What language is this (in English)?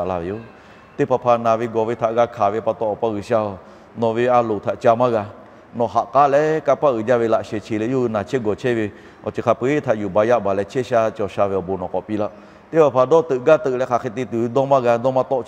Lahu